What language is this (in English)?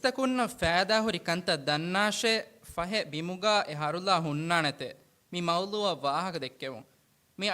Divehi